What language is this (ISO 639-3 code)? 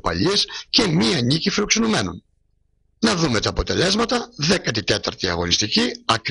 ell